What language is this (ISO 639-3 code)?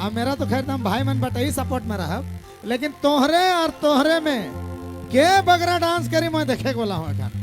sck